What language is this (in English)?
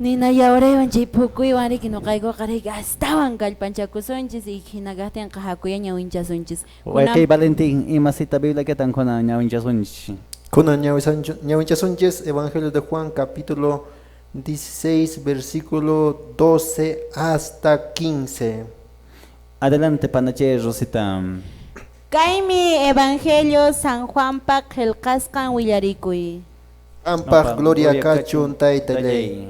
Quechua